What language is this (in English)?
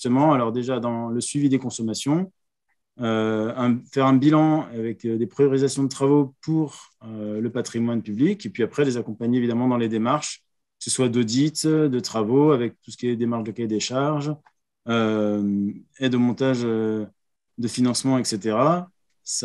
French